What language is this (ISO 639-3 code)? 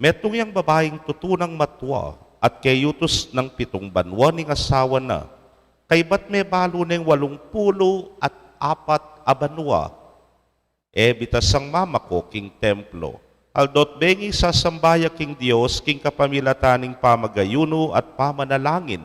pam